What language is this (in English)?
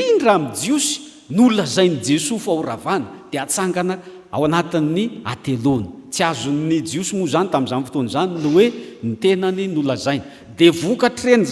Malagasy